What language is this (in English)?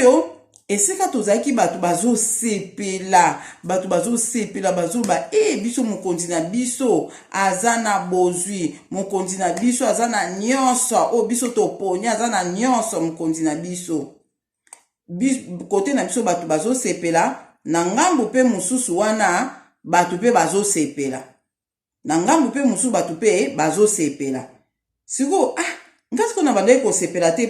Lingala